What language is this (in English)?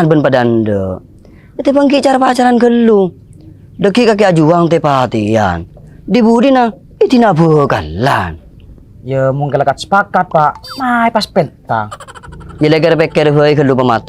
Madurese